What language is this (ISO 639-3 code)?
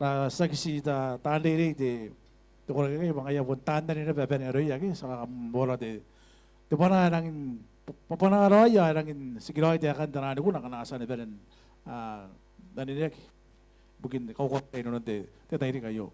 gil